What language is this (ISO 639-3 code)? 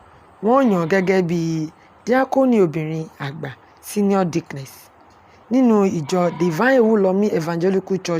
yor